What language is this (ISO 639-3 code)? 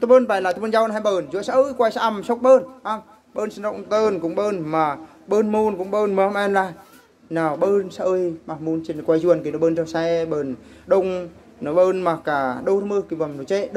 bru